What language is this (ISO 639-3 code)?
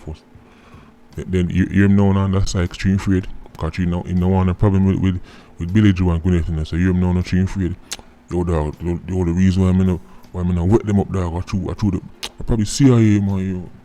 jam